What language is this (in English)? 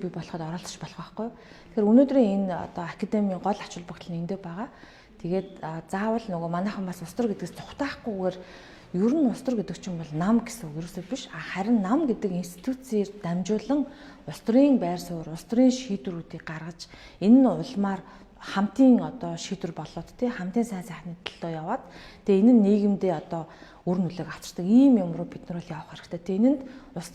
Mongolian